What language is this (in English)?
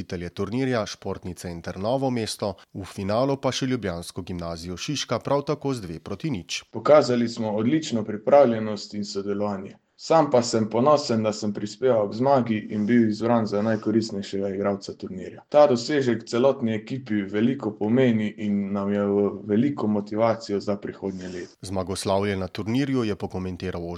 Slovenian